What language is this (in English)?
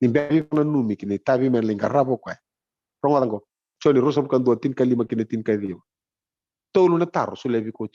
Fijian